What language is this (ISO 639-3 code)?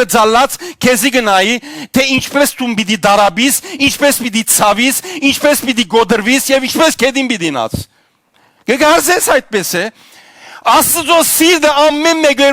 hyw